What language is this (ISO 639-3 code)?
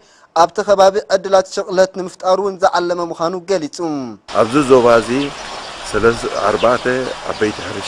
tir